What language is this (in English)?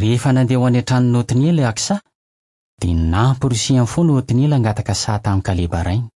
Malagasy